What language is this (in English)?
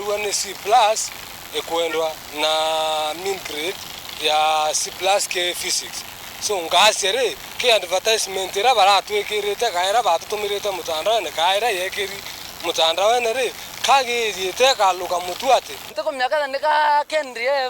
Meru